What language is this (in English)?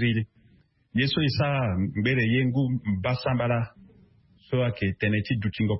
Sango